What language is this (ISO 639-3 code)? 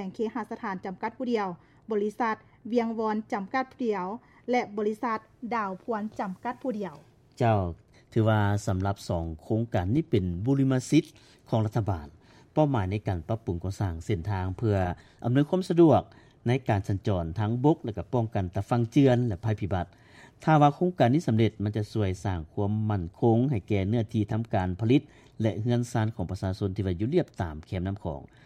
lao